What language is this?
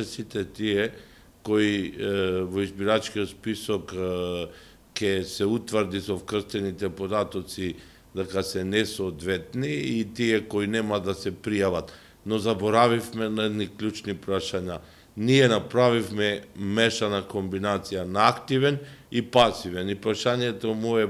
Macedonian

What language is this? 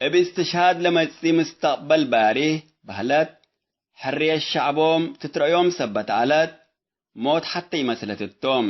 Tigre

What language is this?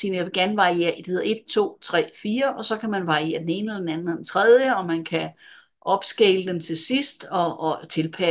Danish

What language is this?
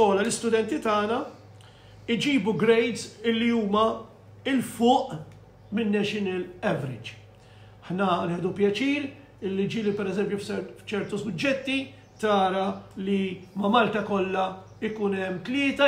Maltese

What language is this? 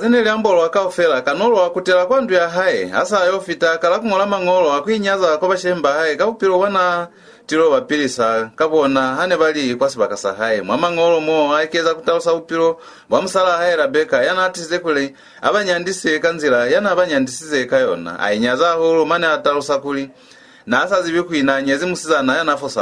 Lozi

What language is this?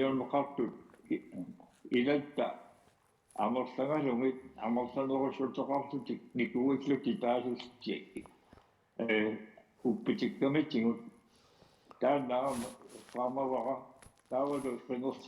Kalaallisut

